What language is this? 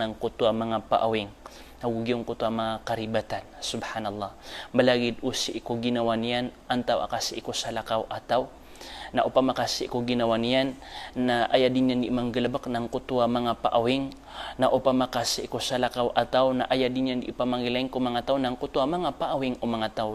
Maranao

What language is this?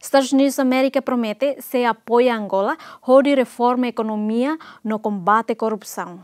Tetum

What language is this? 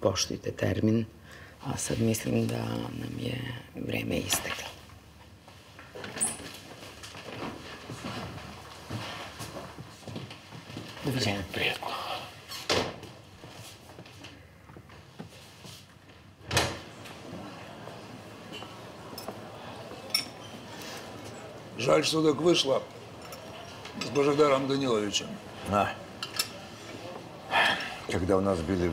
Serbian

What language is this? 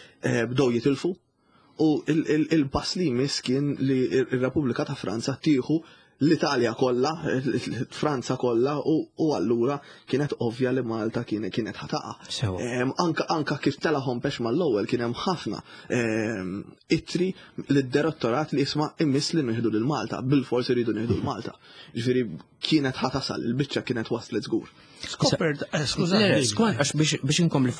Maltese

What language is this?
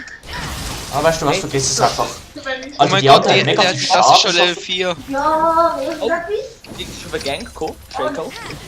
Swiss German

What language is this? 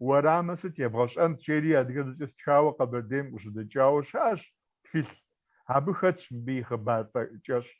Kabardian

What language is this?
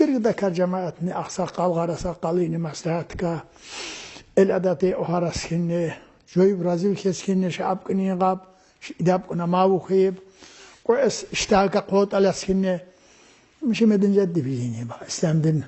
Tsakhur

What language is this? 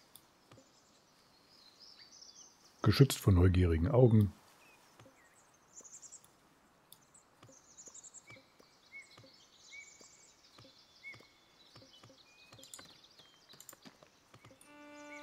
German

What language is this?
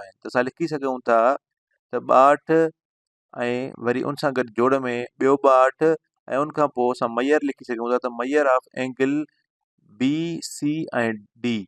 Sindhi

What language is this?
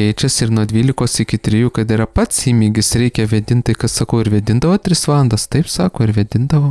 Lithuanian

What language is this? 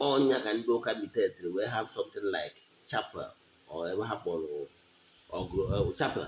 Igbo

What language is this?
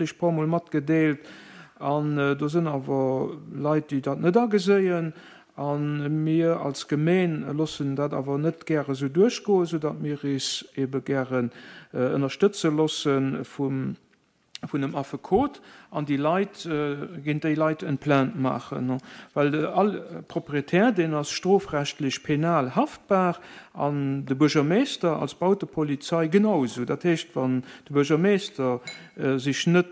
Luxembourgish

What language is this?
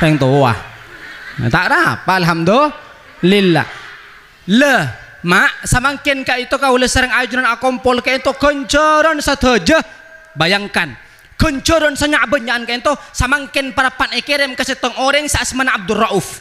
Madurese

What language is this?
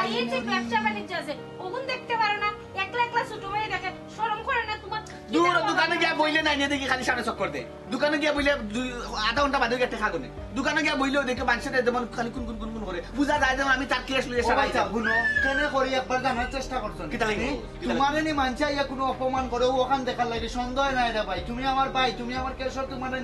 Sylheti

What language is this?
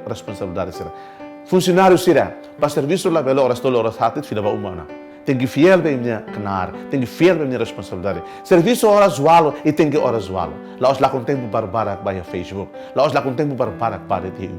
Tetum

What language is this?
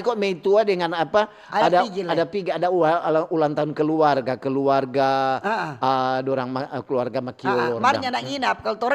Manado Malay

